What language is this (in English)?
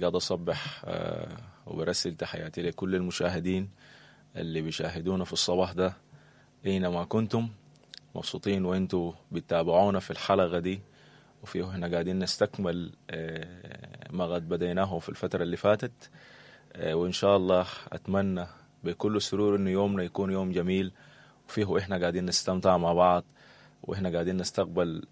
Sudanese Arabic